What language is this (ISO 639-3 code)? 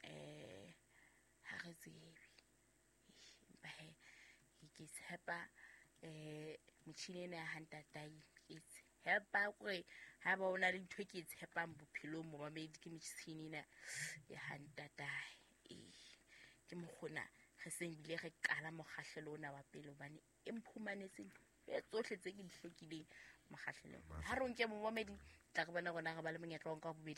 sot